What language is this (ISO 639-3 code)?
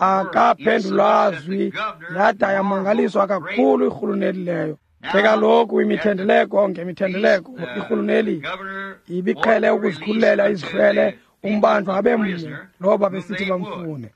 xho